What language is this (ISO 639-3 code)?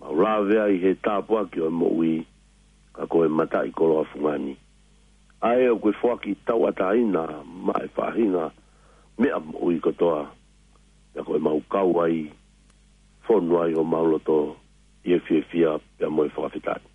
ton